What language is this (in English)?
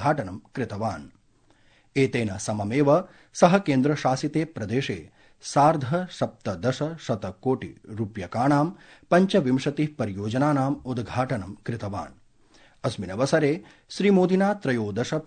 Sanskrit